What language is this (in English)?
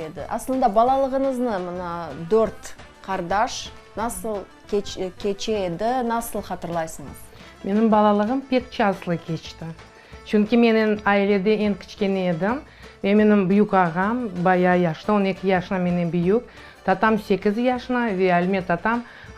Crimean Tatar